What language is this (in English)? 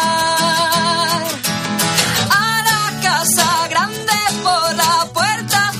Spanish